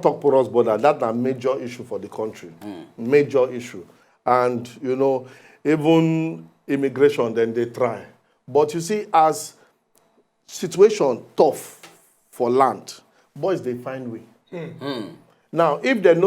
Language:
Nigerian Pidgin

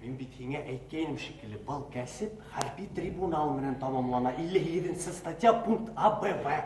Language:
Bashkir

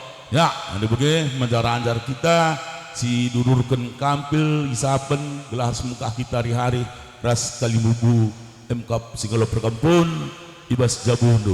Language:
Batak Karo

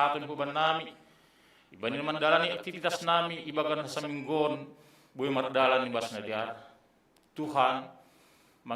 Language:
Batak Simalungun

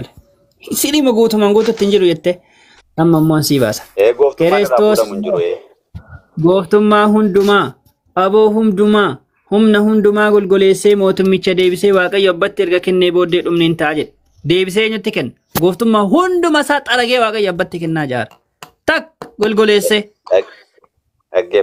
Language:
Oromo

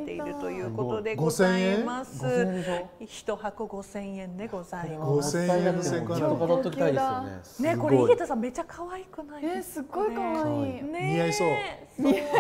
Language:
Japanese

